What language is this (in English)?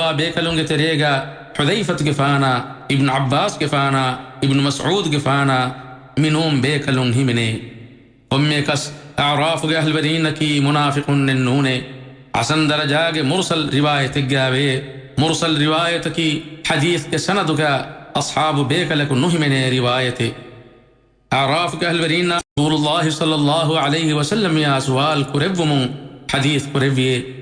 Divehi